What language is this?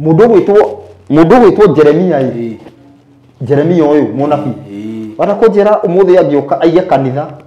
Kikuyu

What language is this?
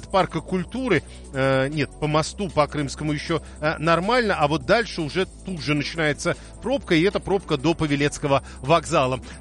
Russian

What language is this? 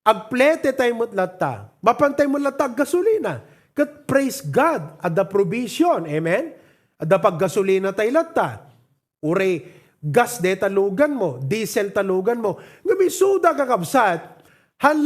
Iloko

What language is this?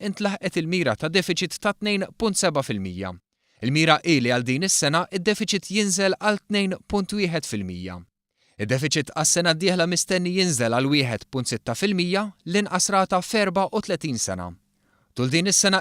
Maltese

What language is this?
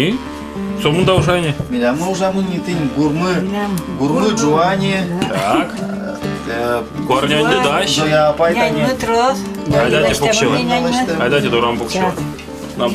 Udmurt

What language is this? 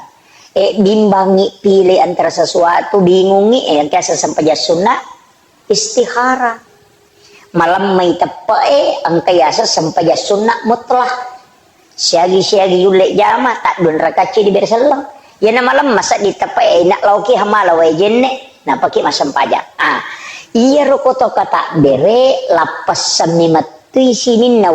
Buginese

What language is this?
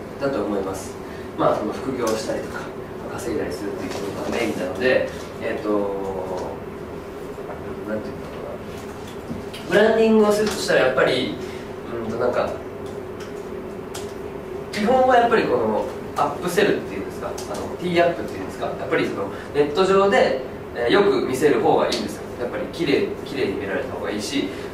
Japanese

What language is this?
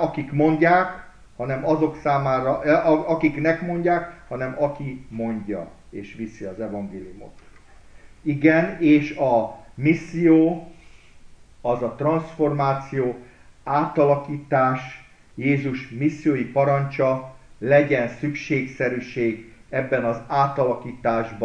Hungarian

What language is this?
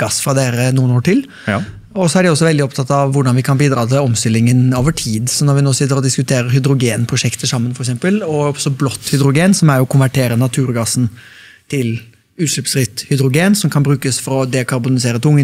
Norwegian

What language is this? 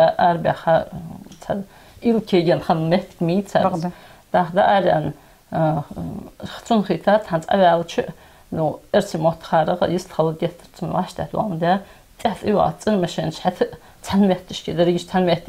Ingush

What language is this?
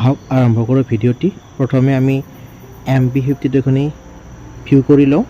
Assamese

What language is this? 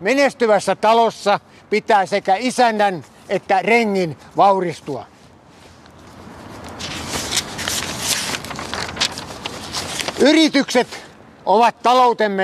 Finnish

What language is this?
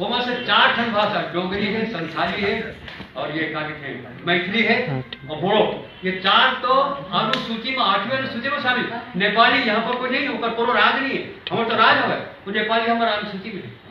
Chhattisgarhi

